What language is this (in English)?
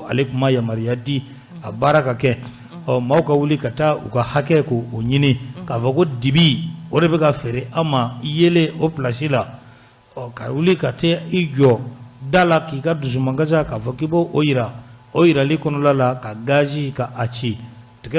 Bambara